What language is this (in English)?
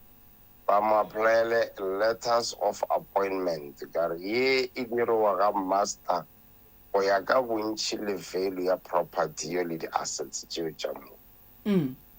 Northern Sotho